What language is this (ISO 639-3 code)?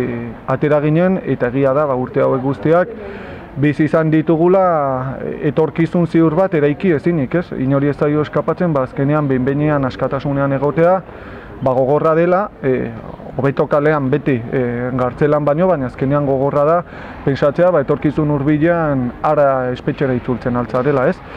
eus